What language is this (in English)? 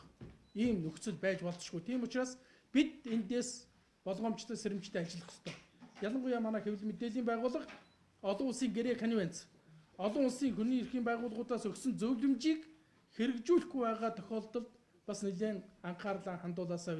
Mongolian